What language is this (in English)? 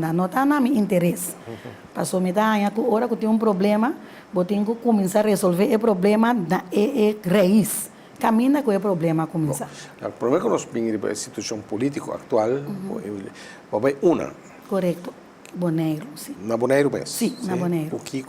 Papiamento